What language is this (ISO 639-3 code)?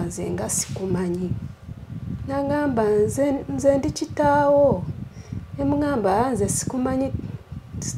lug